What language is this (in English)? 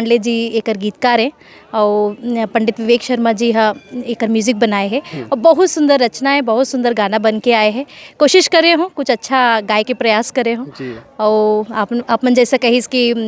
Chhattisgarhi